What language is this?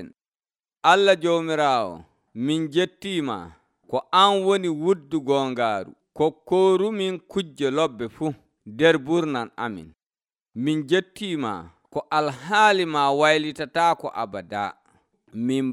Nigerian Fulfulde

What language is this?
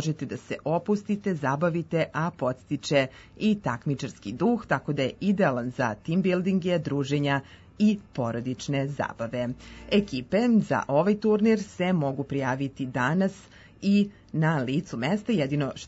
Serbian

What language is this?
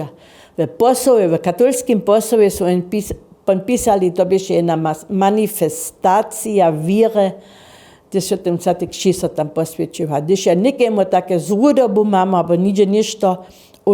Upper Sorbian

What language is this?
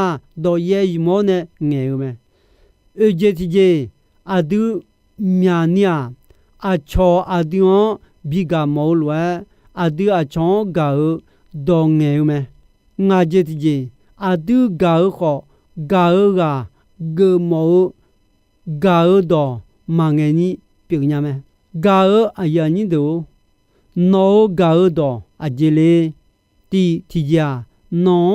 Akha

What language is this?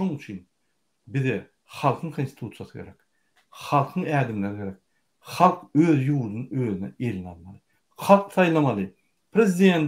Turkmen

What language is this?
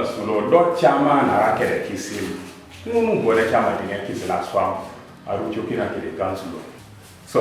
Teso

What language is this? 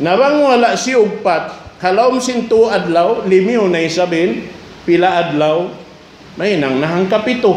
Tausug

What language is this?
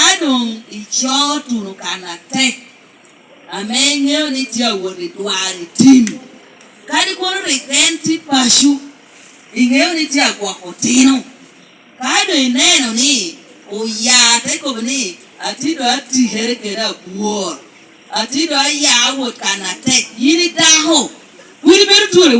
Lango (Uganda)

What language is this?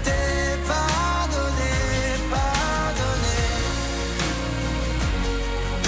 French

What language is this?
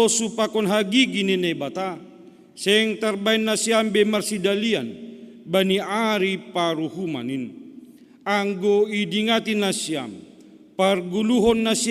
Batak Simalungun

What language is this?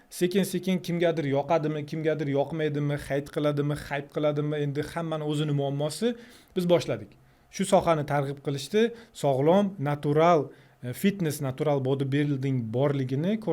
Uzbek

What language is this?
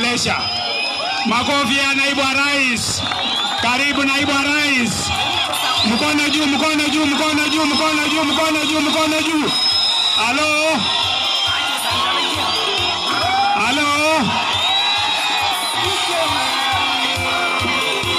Swahili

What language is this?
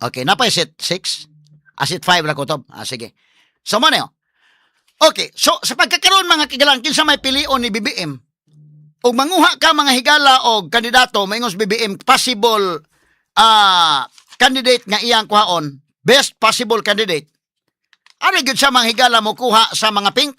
Cebuano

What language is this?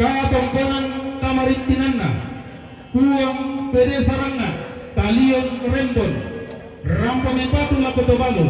Toraja-Sa'dan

